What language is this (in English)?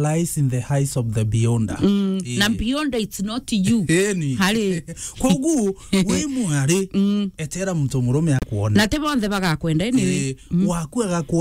Meru